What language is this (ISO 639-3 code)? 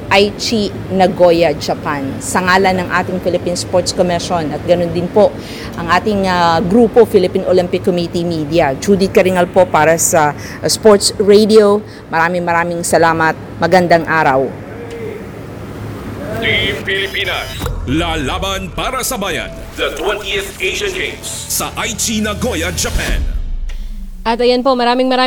fil